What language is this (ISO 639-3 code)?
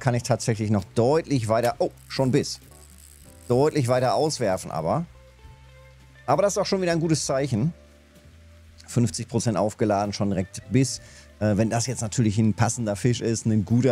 deu